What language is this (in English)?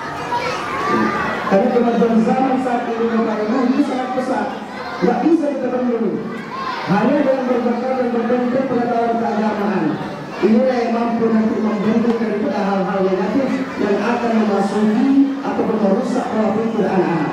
Indonesian